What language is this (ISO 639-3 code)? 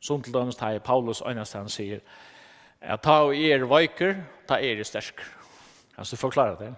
fao